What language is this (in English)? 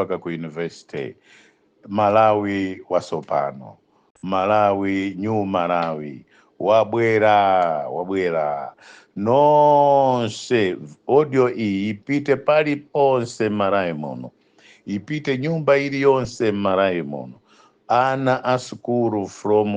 Nyanja